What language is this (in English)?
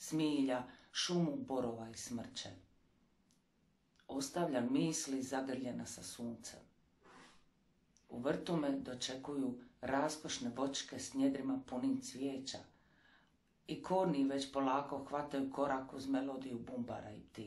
Croatian